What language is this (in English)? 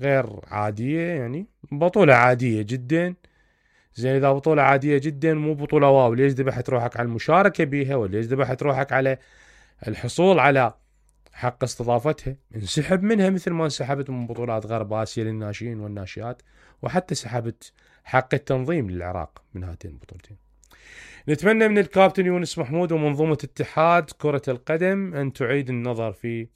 Mesopotamian Arabic